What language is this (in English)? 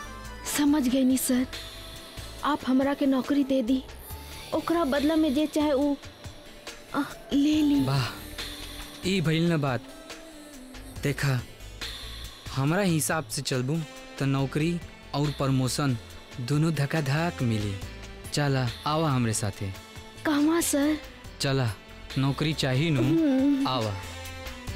Bhojpuri